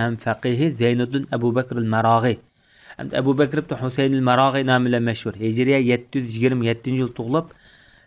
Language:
Uyghur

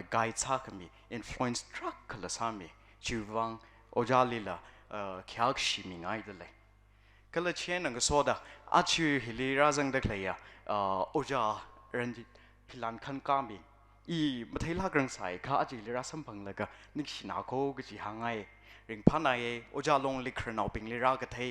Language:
Tangkhul Naga (India)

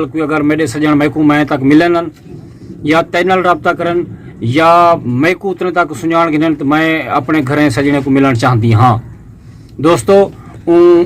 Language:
Saraiki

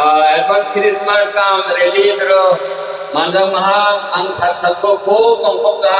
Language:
Kok Borok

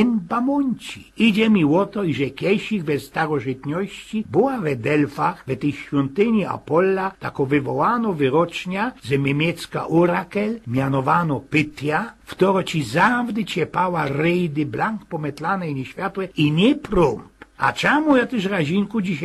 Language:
Silesian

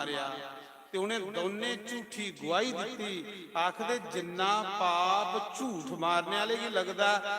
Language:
Dogri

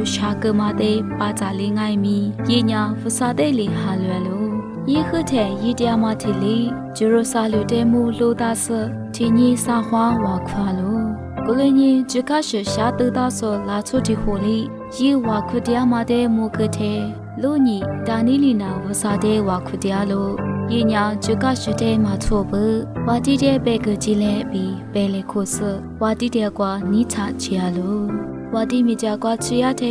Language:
Lisu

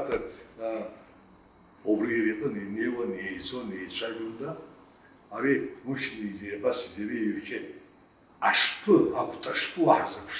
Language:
Abkhazian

